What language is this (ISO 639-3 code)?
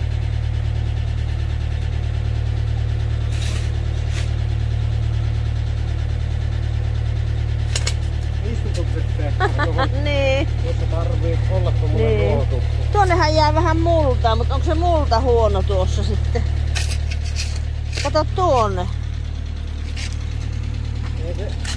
fin